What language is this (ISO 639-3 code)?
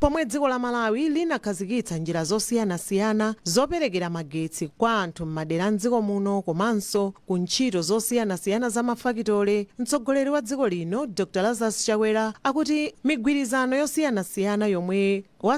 nya